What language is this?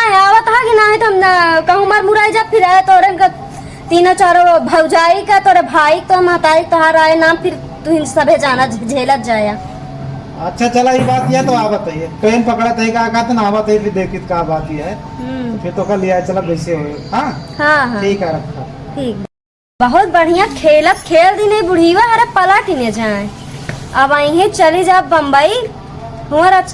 Awadhi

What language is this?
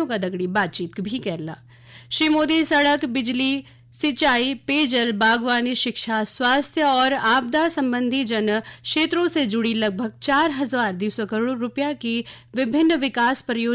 Garhwali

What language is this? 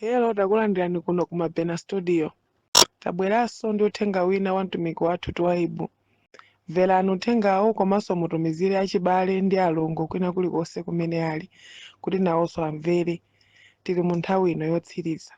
Nyanja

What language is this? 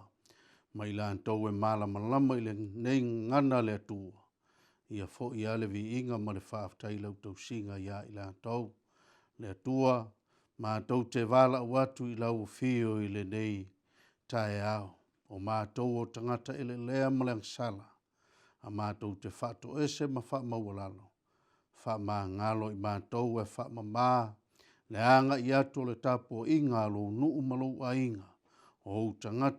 Samoan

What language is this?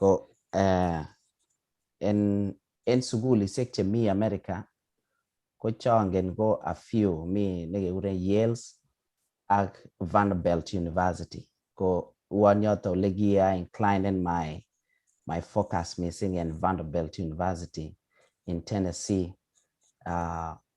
Kalenjin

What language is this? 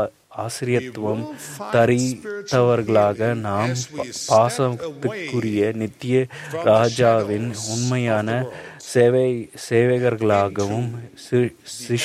Tamil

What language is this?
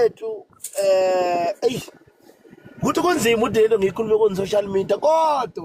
Zulu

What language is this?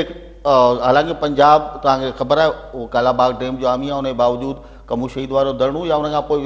Sindhi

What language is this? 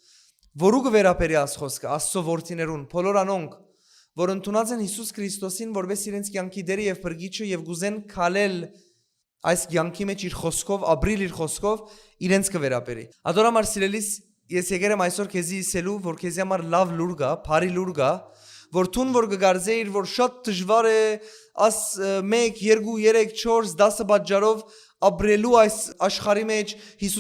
Western Armenian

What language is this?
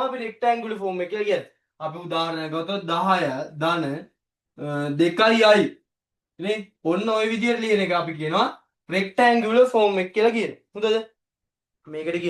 Sinhala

